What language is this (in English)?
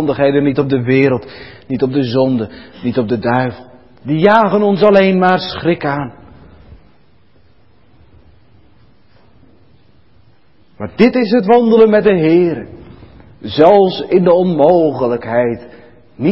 Dutch